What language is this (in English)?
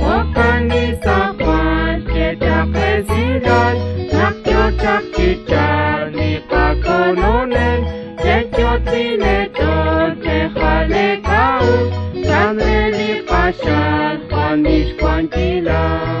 Kekchí